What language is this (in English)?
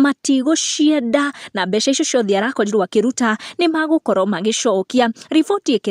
Kikuyu